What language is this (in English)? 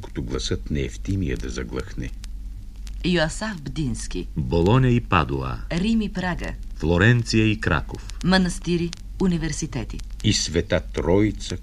Bulgarian